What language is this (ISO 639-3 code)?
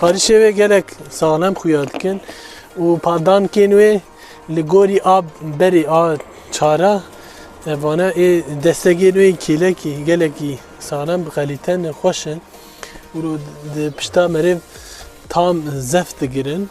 kur